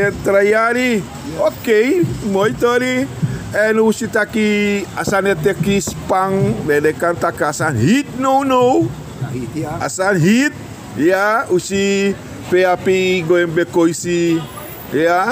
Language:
Sranan Tongo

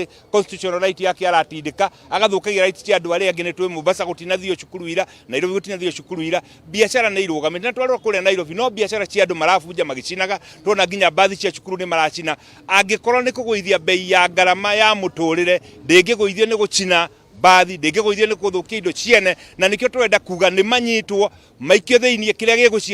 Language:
Kikuyu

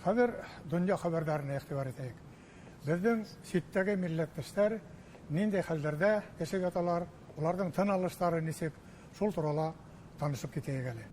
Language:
Bashkir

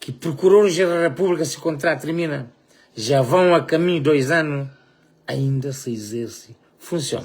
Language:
Kabuverdianu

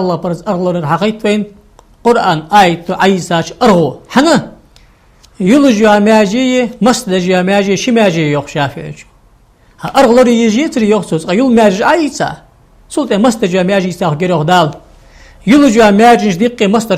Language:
Ingush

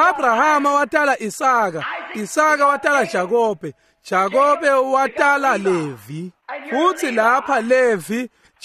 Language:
Swati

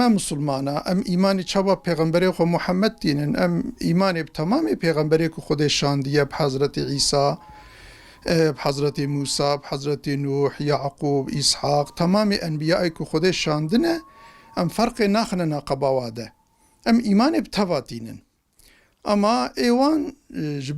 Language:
Kurdish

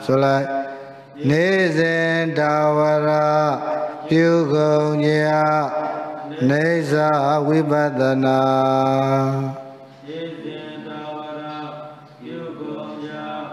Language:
Burmese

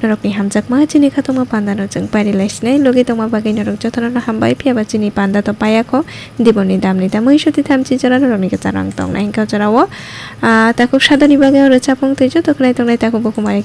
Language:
Kok Borok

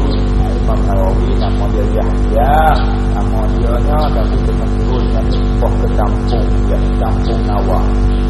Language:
Malay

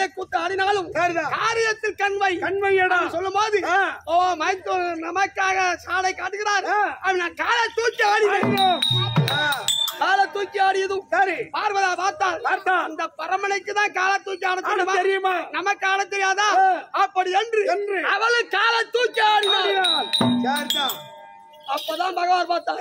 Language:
Tamil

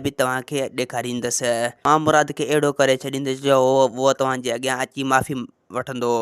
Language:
Sindhi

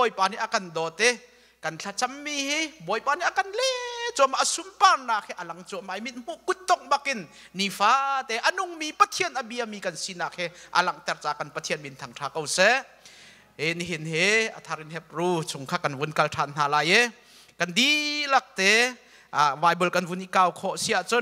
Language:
Hakha Chin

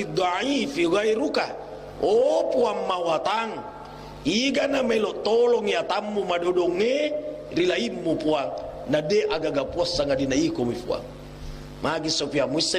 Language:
Buginese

